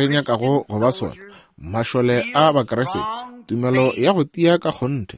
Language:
Northern Sotho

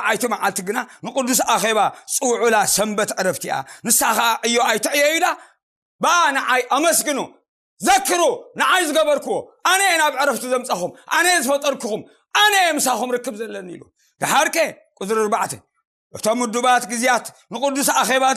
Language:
Tigrinya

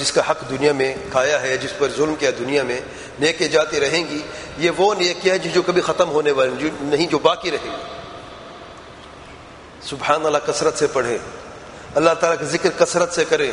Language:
Urdu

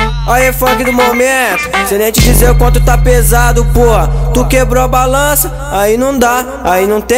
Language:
Portuguese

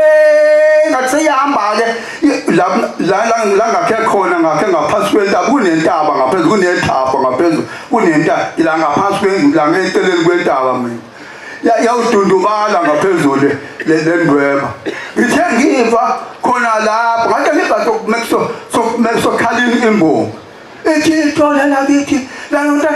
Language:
Zulu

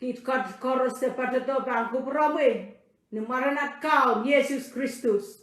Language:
Pohnpeian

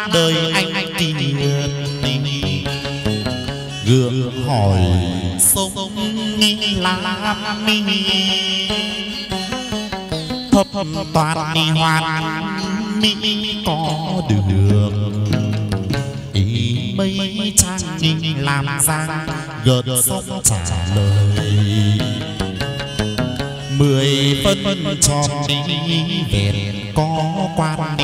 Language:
Vietnamese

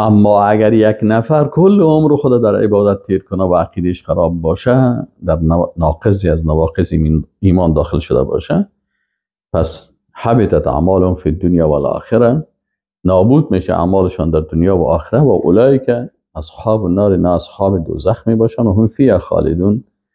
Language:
Persian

